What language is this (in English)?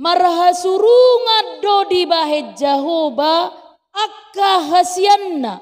Batak Toba